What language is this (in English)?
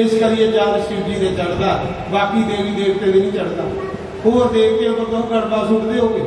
Dogri